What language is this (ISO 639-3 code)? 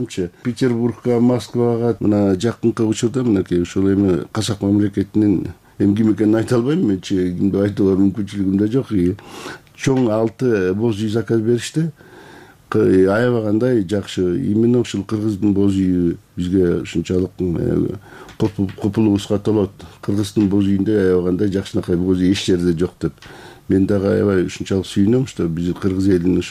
kir